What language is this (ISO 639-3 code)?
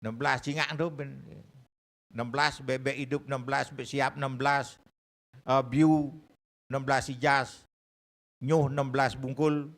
ban